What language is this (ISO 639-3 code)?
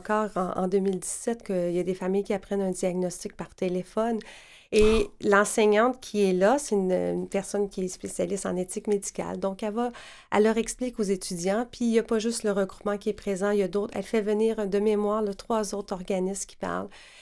fra